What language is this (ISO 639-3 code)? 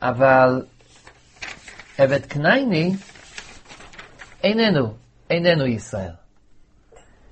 heb